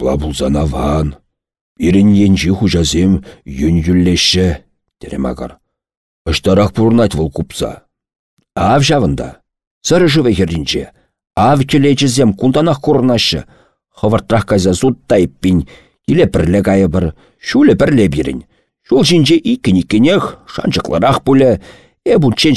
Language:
Chuvash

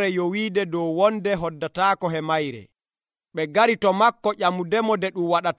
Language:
Nigerian Fulfulde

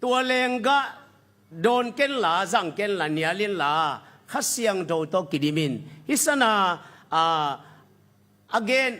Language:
Tedim Chin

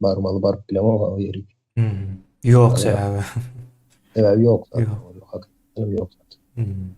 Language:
Turkmen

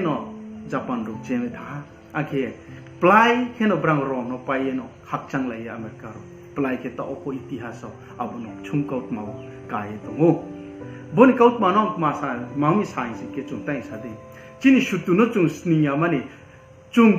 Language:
Riang (India)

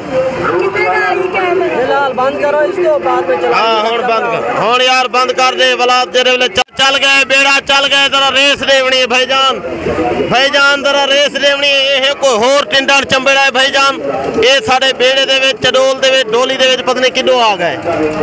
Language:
Saraiki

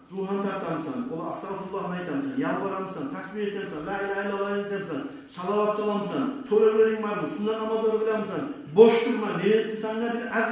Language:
Kumyk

